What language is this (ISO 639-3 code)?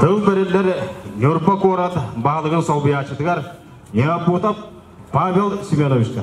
sah